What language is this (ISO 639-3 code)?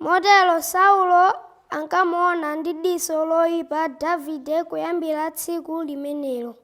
nya